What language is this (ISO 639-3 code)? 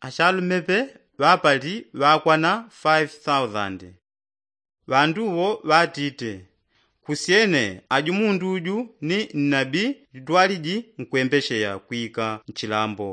yao